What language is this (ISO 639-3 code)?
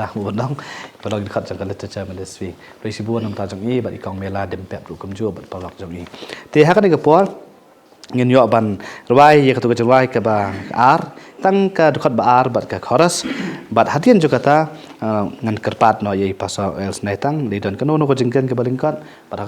kha